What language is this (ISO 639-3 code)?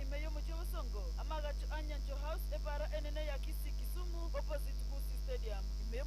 guz